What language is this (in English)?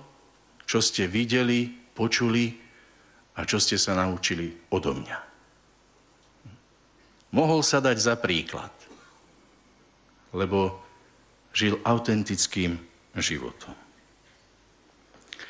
Slovak